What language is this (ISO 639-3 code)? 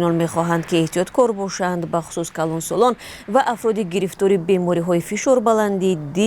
tgk